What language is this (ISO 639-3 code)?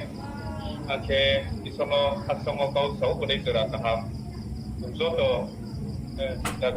ria